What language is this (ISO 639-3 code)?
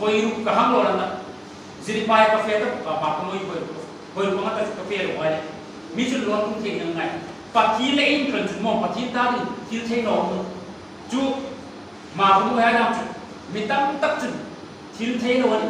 hmr